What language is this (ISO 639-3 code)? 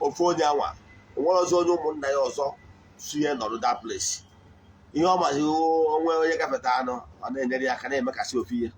ibo